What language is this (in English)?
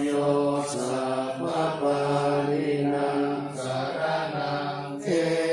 Pali